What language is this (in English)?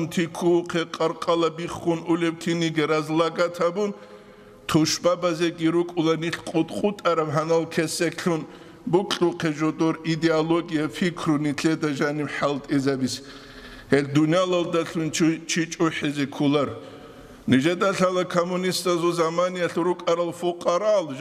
Avaric